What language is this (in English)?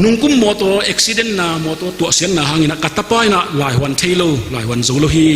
Tedim Chin